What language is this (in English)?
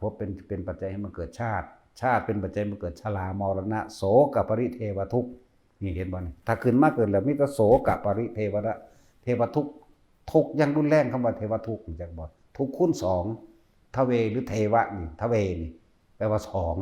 Northeastern Thai